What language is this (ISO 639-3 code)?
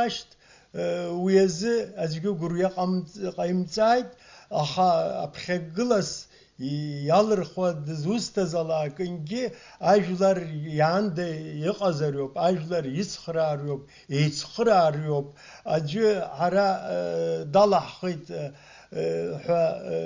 abk